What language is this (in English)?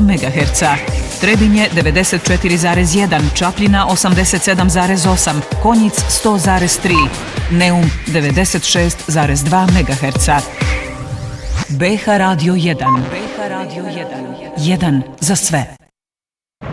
Bosnian